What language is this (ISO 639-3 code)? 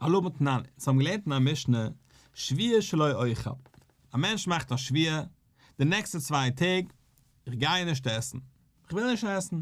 yid